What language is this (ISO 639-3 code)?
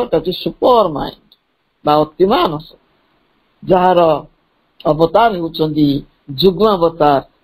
ori